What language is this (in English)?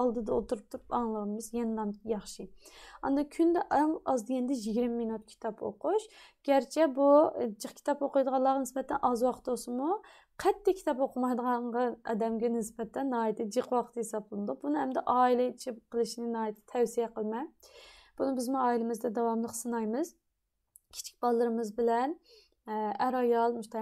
Uyghur